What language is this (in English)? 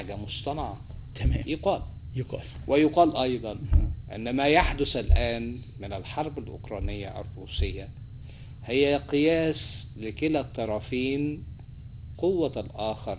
Egyptian Arabic